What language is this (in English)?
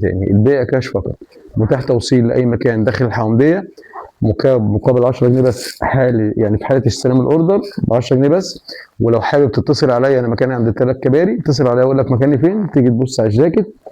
Egyptian Arabic